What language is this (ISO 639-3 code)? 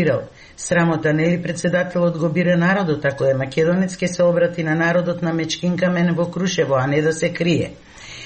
mkd